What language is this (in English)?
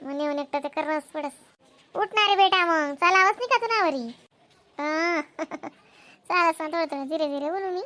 Khandesi